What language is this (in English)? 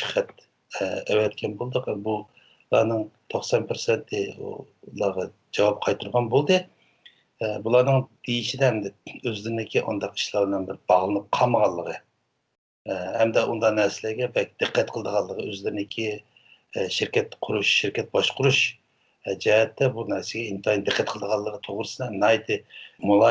Uyghur